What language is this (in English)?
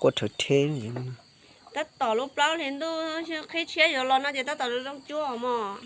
Hmong